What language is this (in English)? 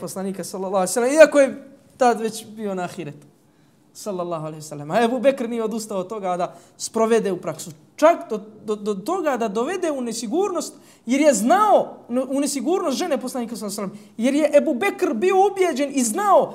Bosnian